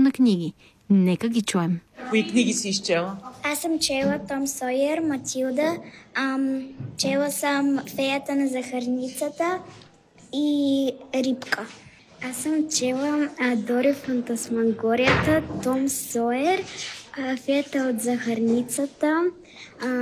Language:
Bulgarian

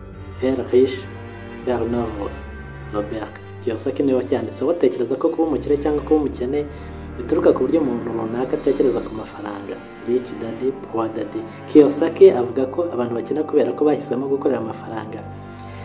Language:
Kinyarwanda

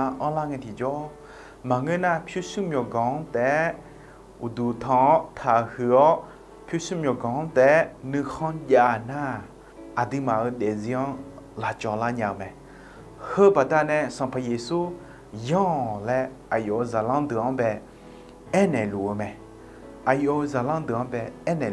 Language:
Akha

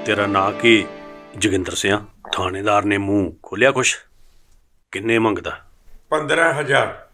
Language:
Punjabi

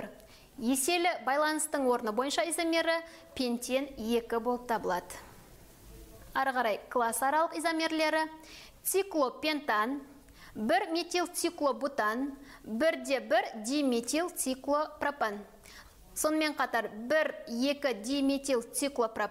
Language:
Kazakh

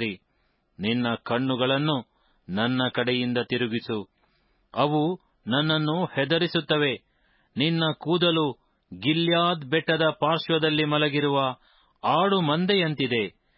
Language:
Kannada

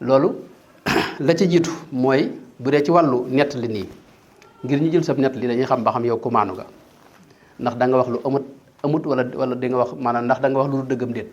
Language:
Wolof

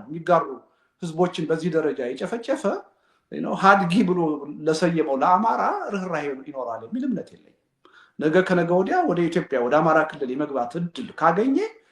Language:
Amharic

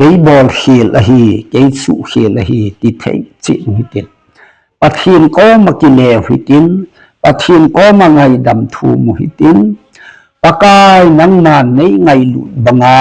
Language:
Thado Chin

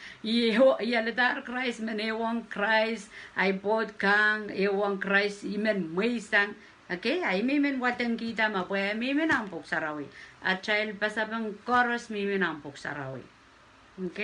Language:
Pohnpeian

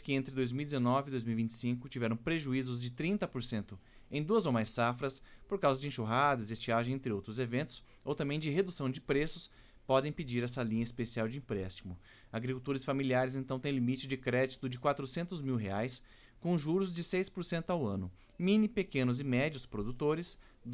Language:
Portuguese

